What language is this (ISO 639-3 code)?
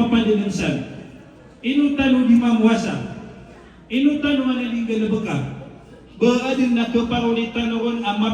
mrw